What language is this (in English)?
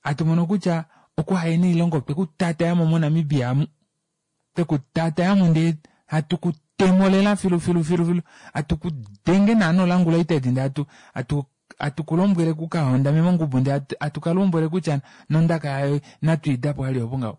Kuanyama